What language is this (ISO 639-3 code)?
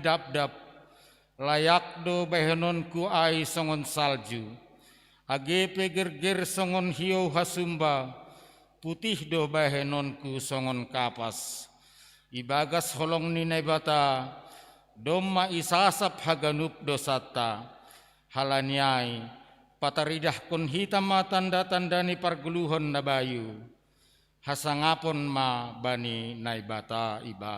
bts